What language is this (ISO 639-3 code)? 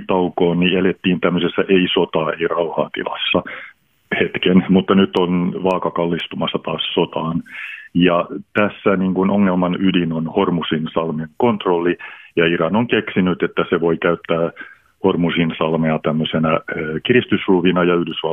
fin